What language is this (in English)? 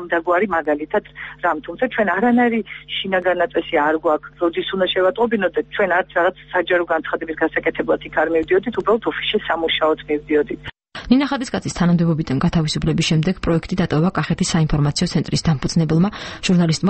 Georgian